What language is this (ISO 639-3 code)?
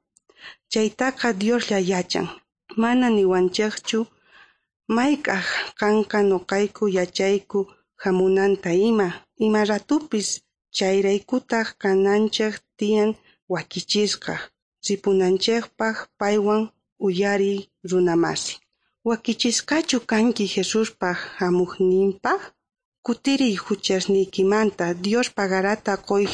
quh